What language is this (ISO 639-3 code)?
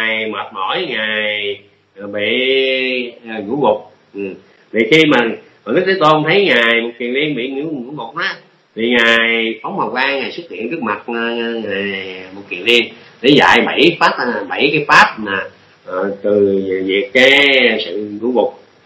vie